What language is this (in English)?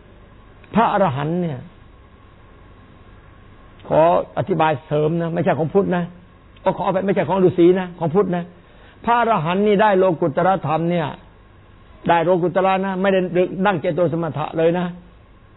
Thai